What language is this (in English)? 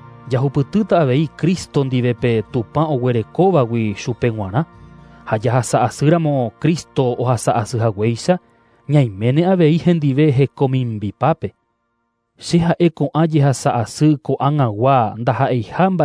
Guarani